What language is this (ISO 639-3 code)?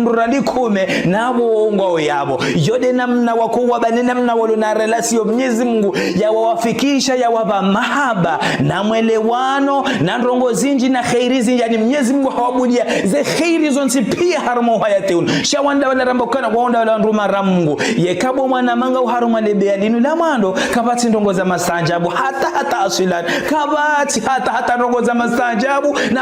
zdj